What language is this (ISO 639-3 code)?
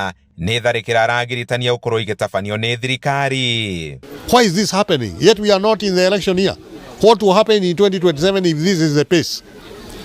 kik